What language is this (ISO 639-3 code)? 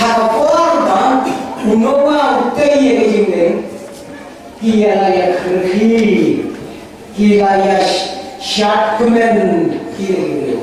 kha